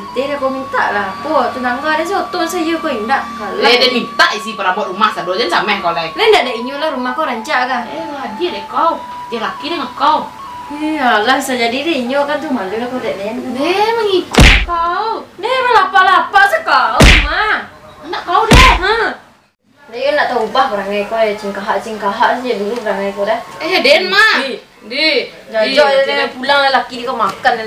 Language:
Minangkabau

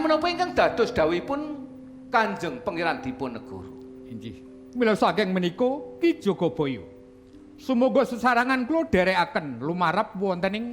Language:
Javanese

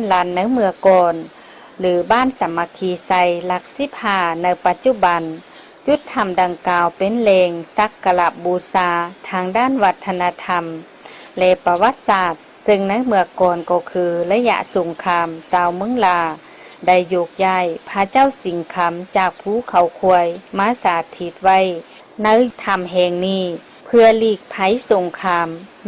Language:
Lao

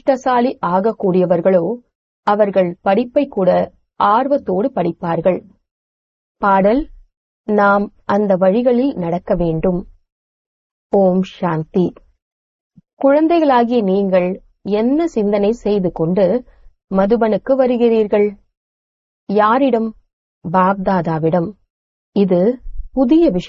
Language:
Tamil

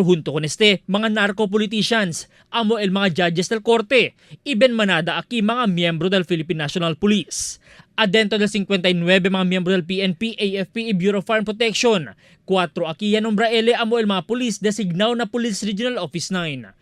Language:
Chavacano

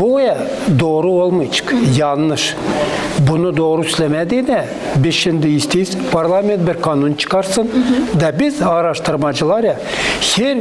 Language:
Gagauz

